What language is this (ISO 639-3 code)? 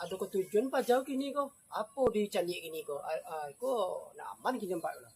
min